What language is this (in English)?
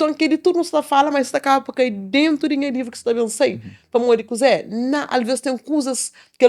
Kabuverdianu